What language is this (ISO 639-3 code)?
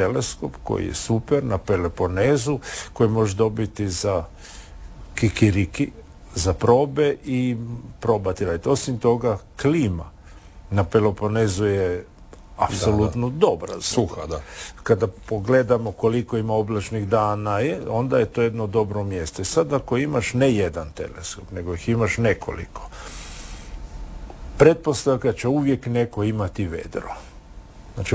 hrv